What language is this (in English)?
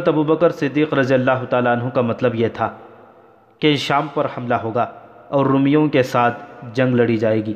Urdu